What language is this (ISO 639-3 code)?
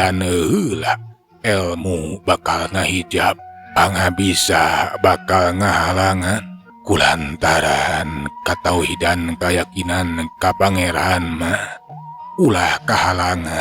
sun